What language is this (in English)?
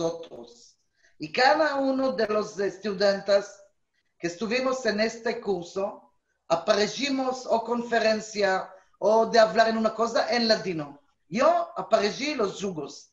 Ladino